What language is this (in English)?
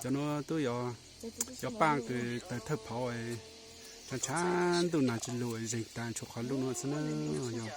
Hmong